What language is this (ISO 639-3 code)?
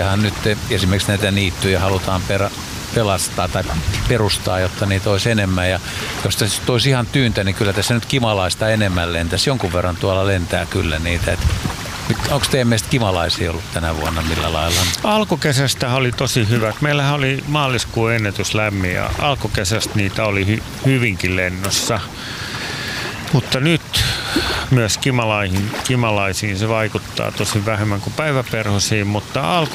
fin